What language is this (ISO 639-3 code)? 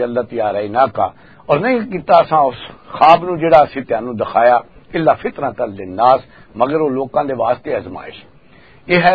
lah